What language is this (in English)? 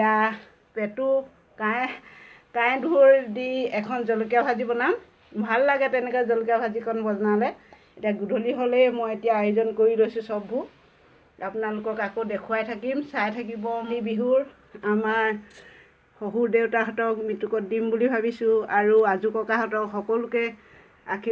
Assamese